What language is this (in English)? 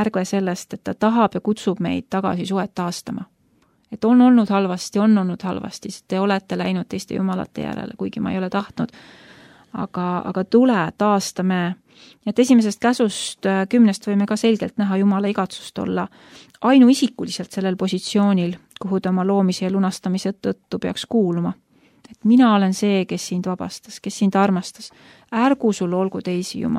Estonian